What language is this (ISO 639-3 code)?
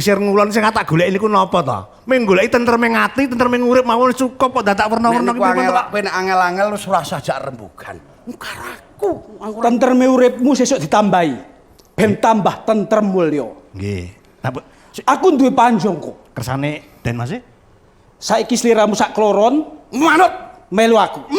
jav